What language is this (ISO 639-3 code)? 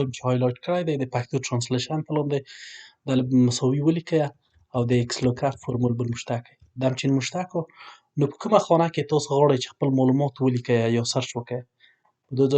pus